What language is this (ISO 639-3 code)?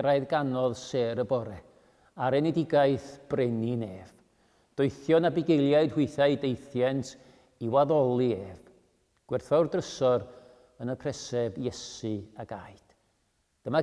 cym